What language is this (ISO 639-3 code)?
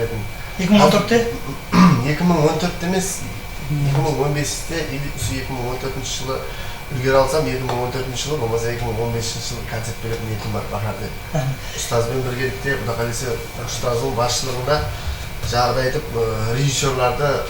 kaa